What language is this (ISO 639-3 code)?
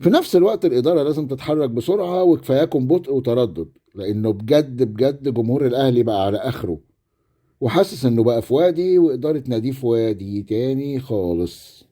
arz